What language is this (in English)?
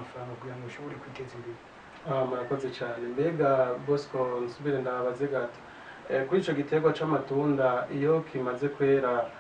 Rundi